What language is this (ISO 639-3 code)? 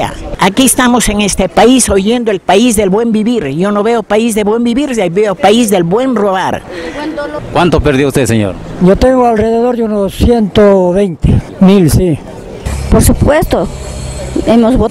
spa